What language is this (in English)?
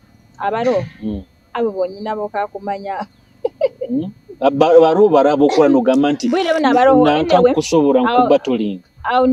Nyoro